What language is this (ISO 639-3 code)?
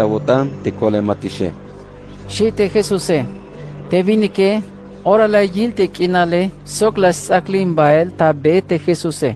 tzh